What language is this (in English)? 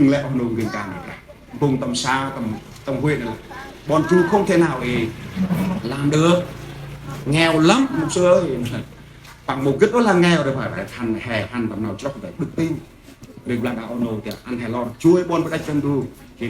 Central Mnong